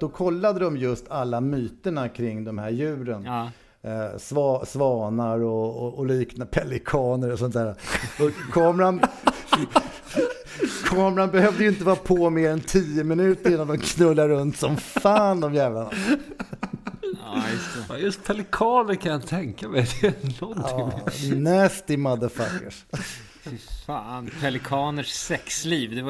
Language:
Swedish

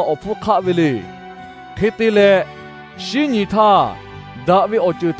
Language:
Lahu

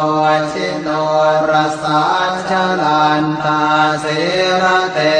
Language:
Pali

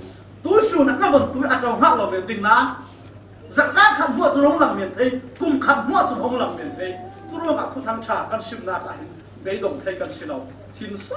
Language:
Falam Chin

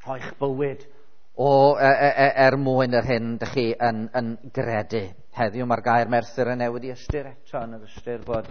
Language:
Welsh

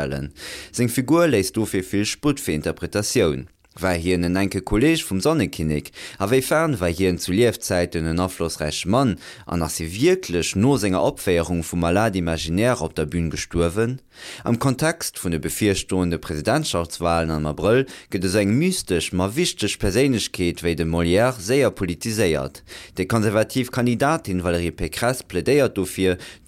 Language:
Luxembourgish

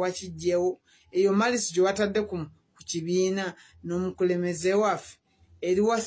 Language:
Ganda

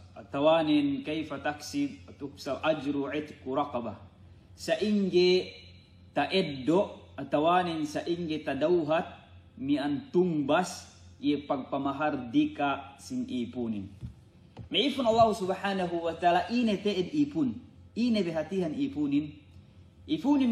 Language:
Yakan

